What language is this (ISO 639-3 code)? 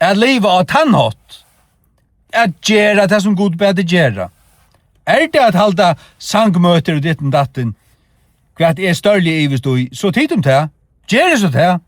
fao